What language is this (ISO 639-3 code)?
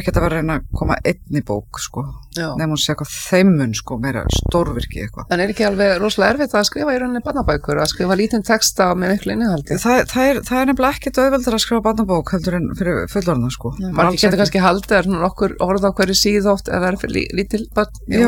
isl